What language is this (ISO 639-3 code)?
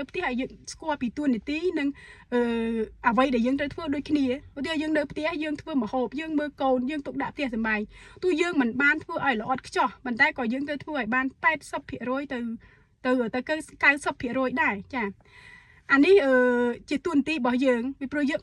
khm